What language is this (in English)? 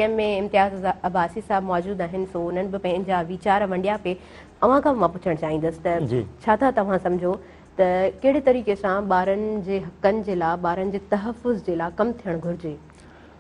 Sindhi